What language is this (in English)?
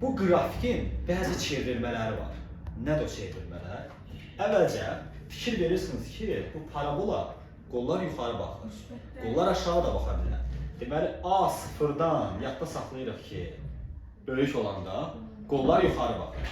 Azerbaijani